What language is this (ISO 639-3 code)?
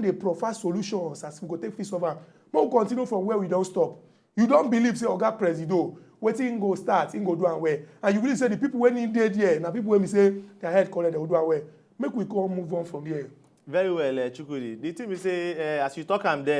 pcm